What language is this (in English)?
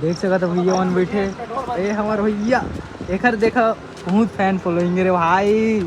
Chhattisgarhi